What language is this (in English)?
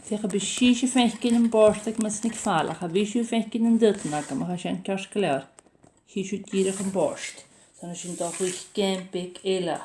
Scottish Gaelic